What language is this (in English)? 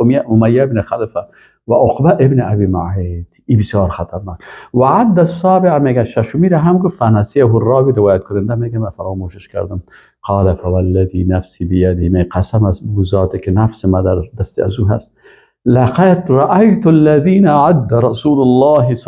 Persian